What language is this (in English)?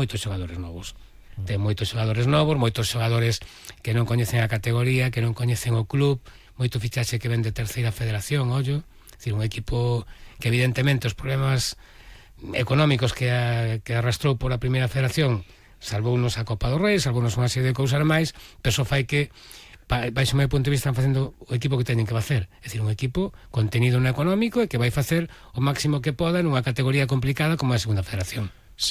Galician